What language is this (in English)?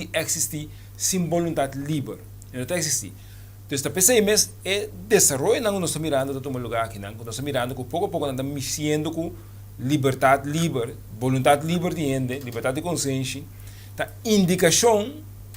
Papiamento